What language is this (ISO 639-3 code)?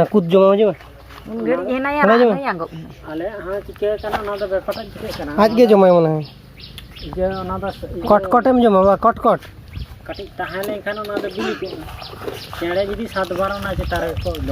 sat